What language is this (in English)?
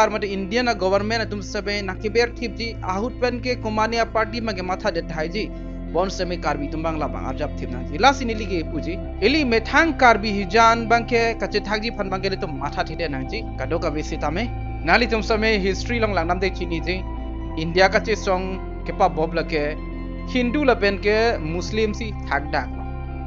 Karbi